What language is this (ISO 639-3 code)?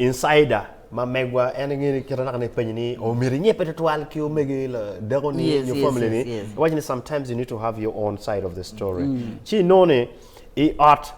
ach